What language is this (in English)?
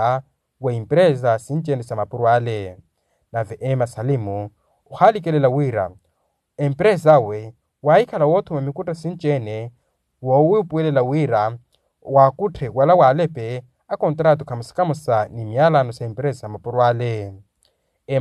Makhuwa